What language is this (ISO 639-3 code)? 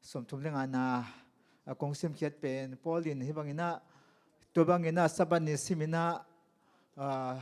ctd